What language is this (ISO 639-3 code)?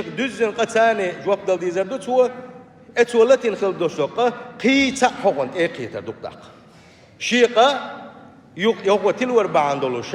che